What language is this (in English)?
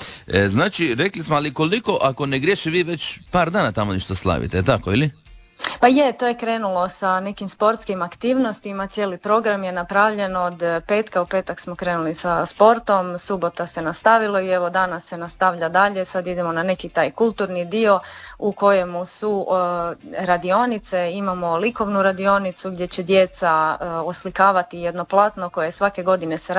Croatian